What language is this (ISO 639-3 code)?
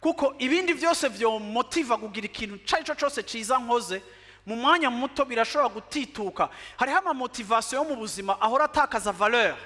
run